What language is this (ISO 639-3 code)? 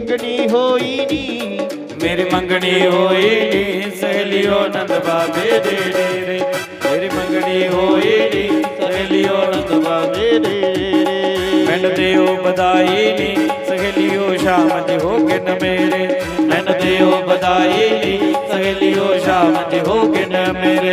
doi